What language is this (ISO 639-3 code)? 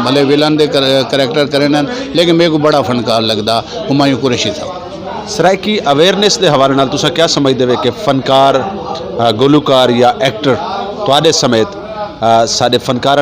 skr